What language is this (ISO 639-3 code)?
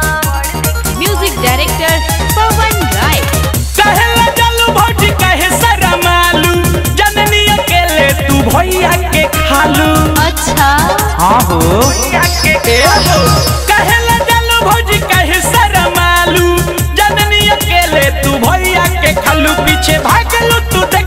bho